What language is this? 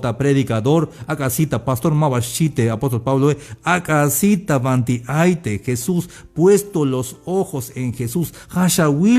Tzeltal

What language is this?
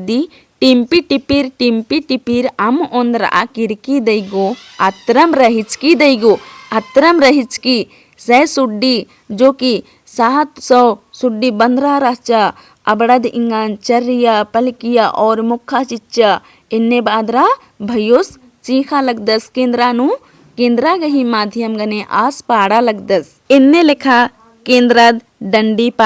Kurukh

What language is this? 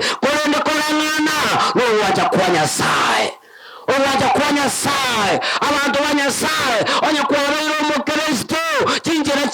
Gusii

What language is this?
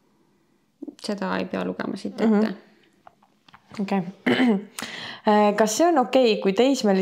Estonian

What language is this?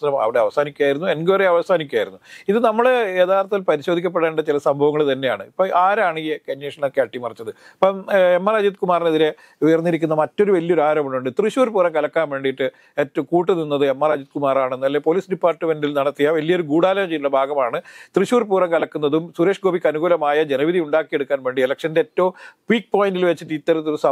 Malayalam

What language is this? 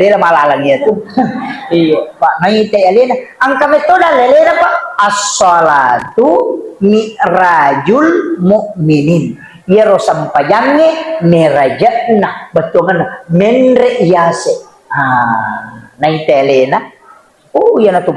Buginese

